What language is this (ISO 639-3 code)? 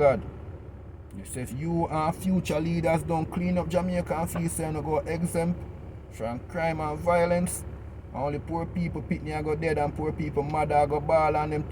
jam